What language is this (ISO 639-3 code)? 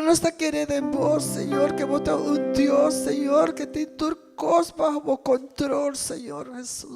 pap